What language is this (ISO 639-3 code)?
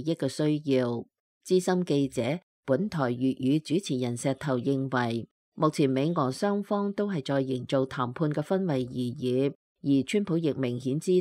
yue